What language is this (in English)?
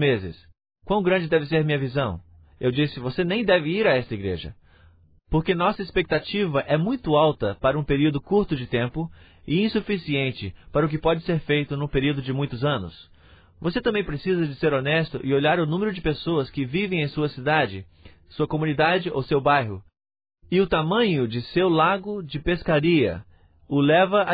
Portuguese